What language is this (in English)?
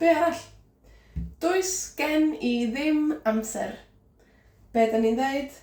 Welsh